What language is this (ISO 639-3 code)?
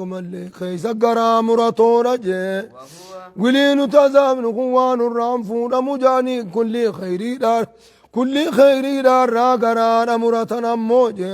orm